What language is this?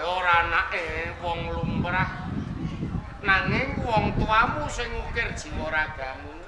Javanese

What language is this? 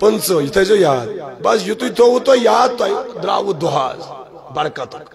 Kashmiri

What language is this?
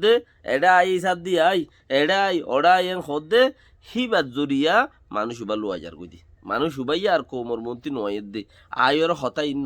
Rohingya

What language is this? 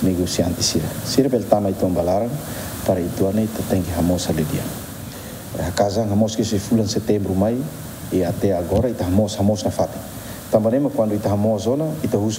Tetum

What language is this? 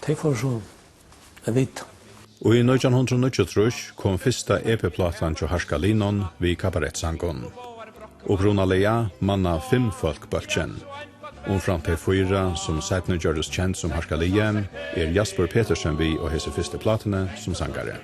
Faroese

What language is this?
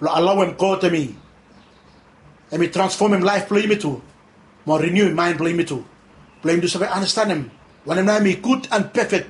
Bislama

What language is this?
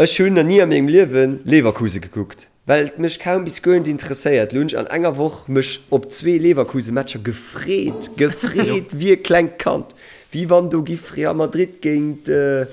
Luxembourgish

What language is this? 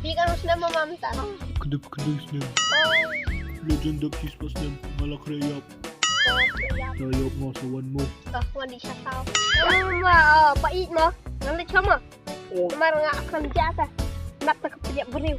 Khasi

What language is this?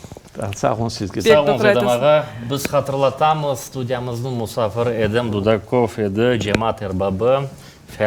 Crimean Tatar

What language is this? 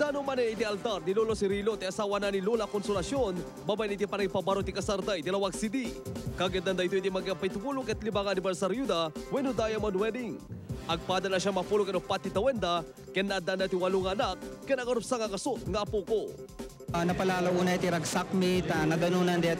Iloko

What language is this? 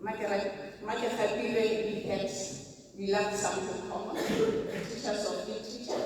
Tswana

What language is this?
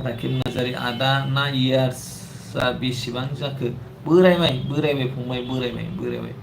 Bodo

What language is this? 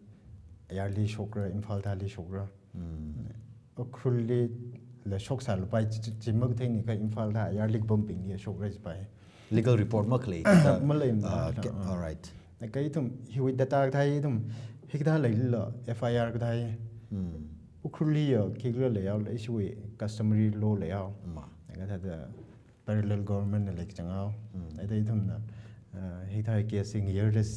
Tangkhul Naga (India)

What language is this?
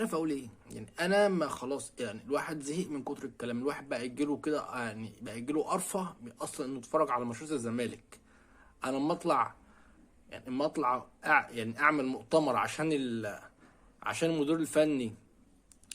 Egyptian Arabic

